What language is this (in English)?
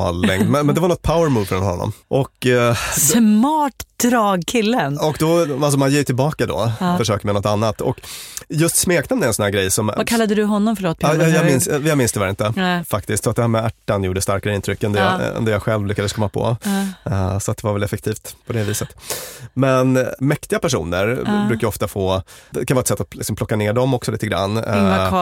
Swedish